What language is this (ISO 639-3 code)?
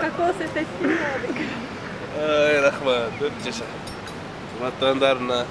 kir